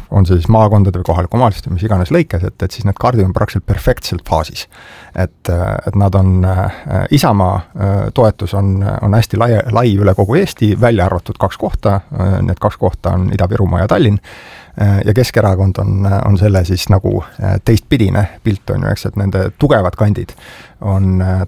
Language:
Estonian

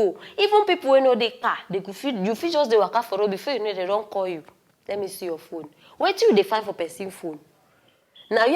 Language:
Nigerian Pidgin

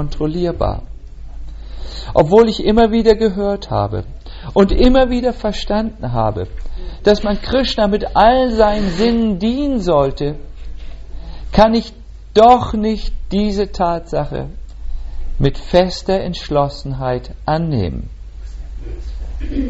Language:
German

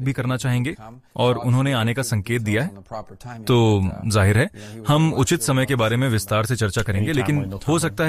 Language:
Hindi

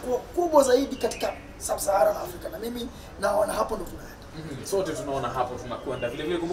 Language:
Swahili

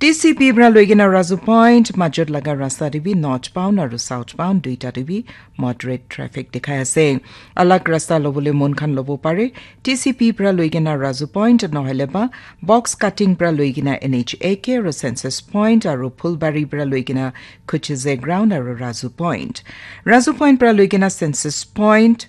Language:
Naga Pidgin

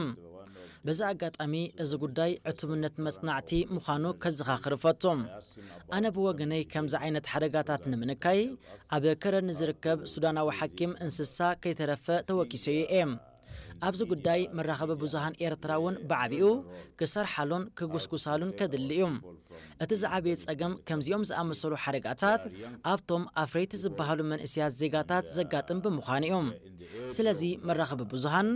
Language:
Tigrinya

